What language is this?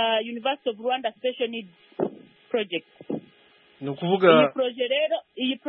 Kinyarwanda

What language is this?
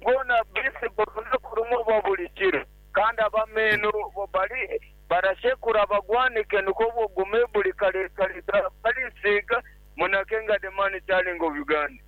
Nyankole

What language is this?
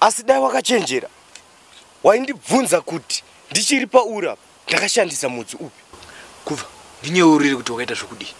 Shona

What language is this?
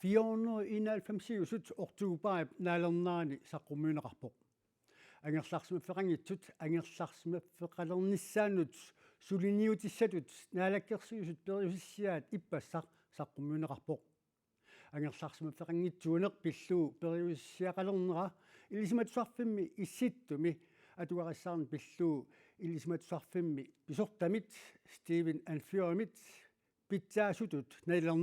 Kalaallisut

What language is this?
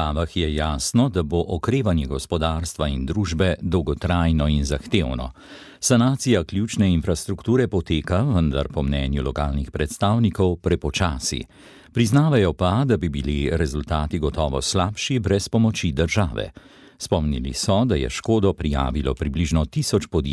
Slovenian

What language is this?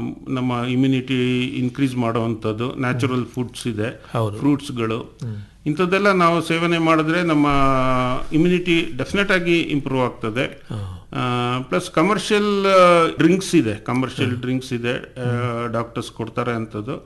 Kannada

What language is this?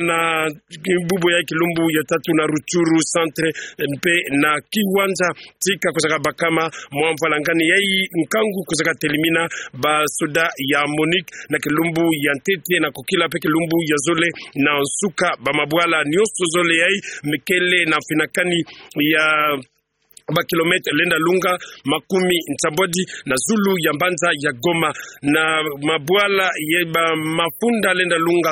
Kituba (Democratic Republic of Congo)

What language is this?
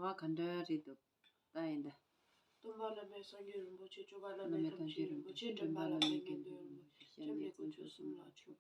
Tibetan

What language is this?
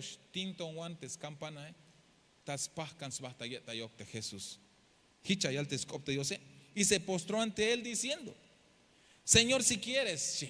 Tzeltal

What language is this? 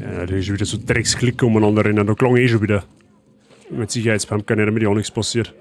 Bavarian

